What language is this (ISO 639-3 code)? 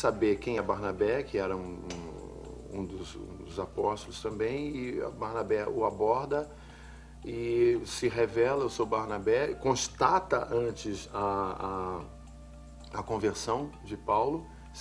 por